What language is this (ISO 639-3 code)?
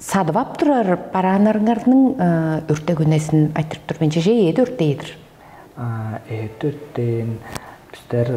tyv